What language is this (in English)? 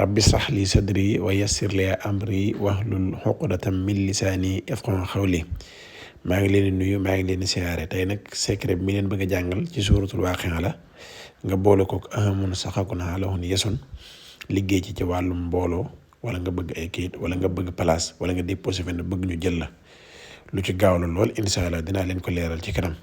Wolof